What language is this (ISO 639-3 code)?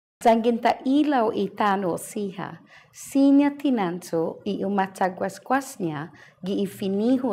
cha